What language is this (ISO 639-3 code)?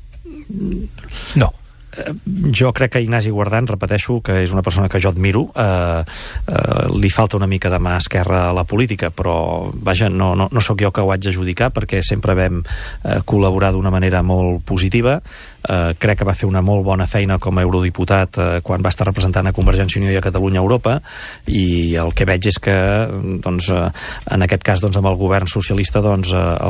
cat